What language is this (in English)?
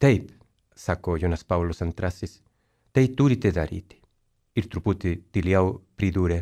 Lithuanian